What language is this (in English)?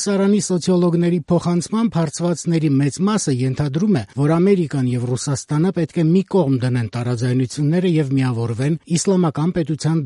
Armenian